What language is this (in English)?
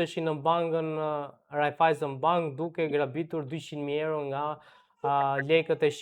Albanian